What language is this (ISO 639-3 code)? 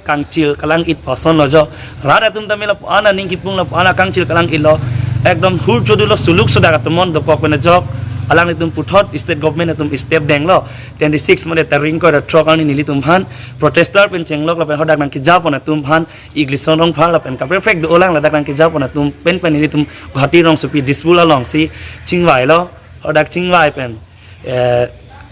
mjw